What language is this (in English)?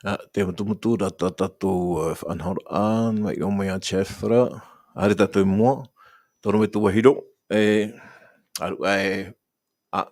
Tahitian